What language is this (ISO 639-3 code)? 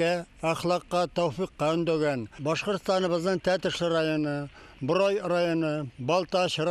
bak